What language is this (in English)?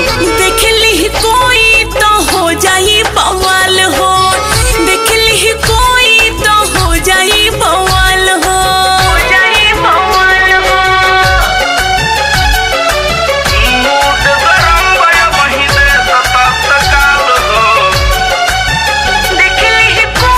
Bhojpuri